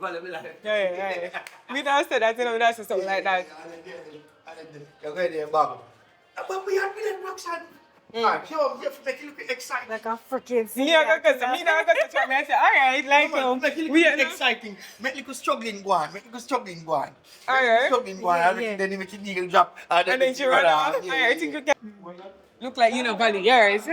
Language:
Jamaican Creole English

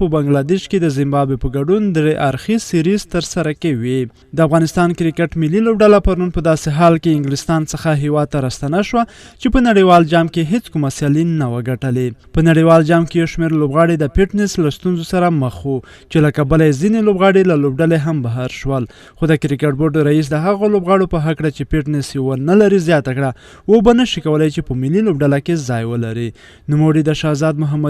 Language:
Pashto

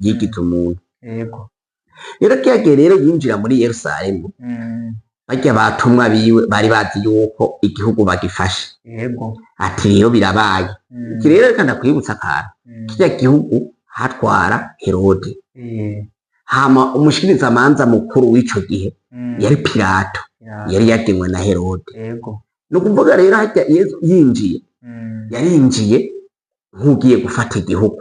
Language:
Rundi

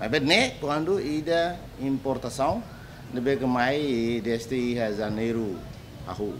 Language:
Tetum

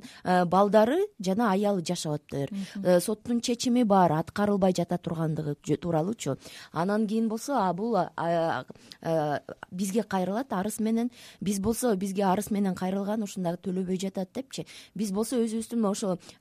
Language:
Kyrgyz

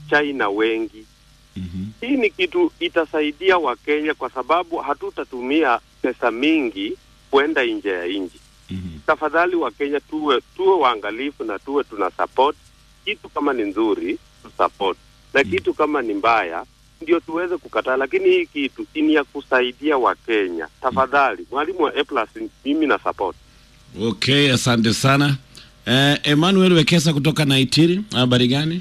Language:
Swahili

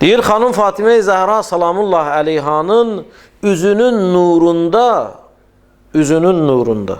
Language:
Azerbaijani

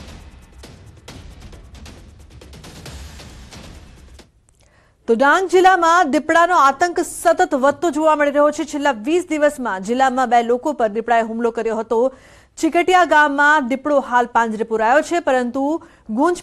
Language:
Gujarati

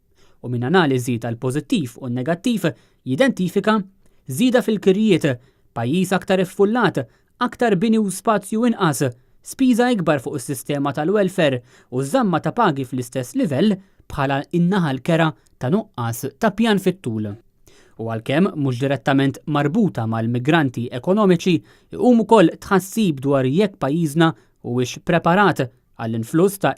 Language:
Maltese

